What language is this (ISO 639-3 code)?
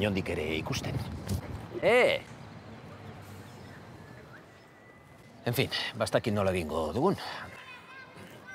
eus